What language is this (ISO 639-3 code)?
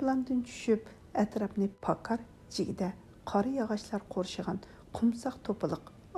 uig